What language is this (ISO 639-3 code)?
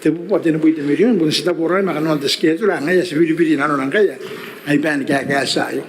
gil